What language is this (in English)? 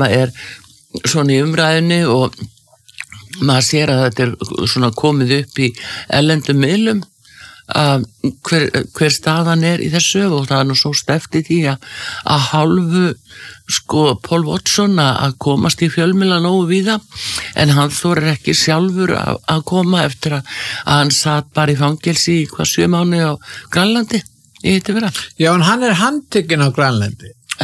Icelandic